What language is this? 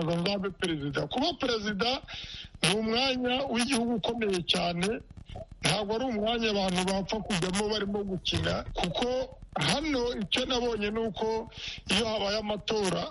Kinyarwanda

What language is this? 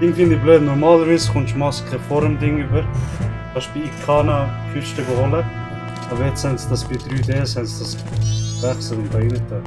Swiss German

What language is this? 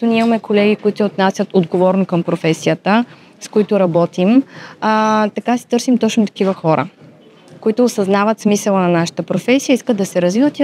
Bulgarian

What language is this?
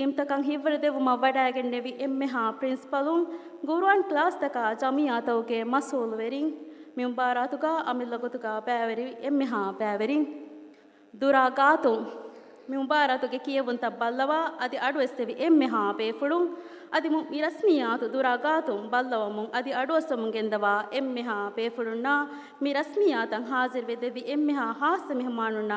Divehi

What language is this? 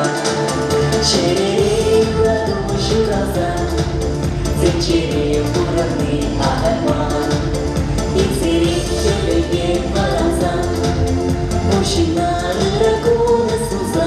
Chuvash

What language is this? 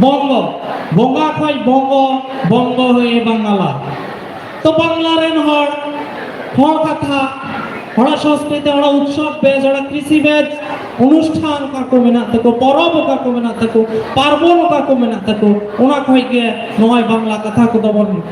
Santali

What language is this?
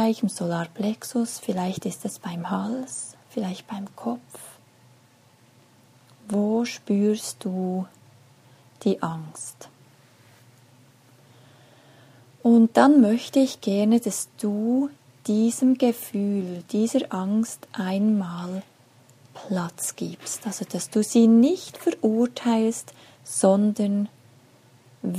German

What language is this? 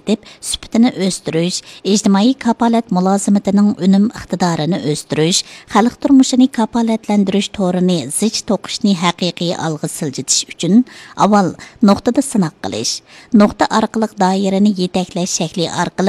Uyghur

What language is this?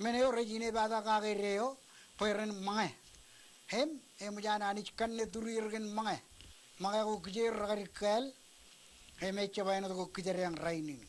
Marshallese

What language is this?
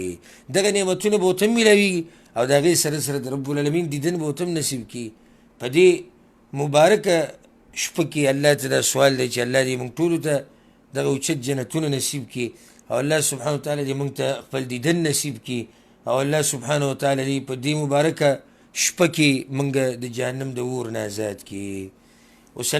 Pashto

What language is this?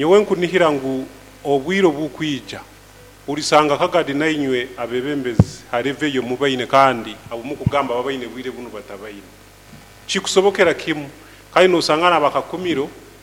Nyankole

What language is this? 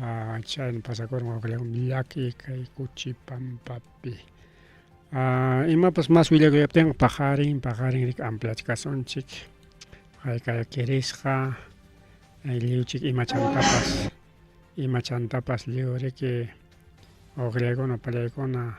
Ayacucho Quechua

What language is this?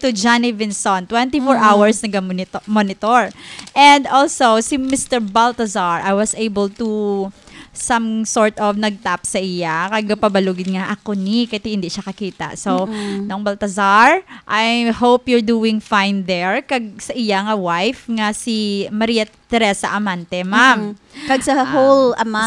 Hiligaynon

